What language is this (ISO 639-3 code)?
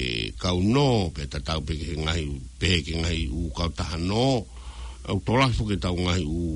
ton